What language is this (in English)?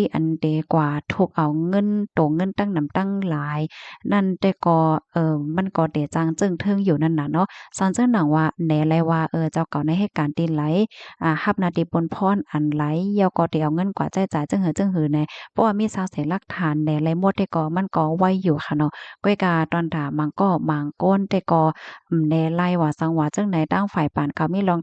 Shan